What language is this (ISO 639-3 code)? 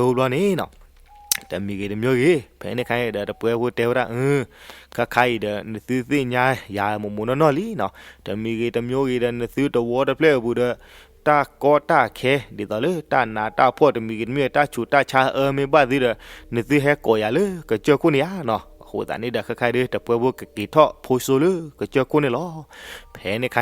ksw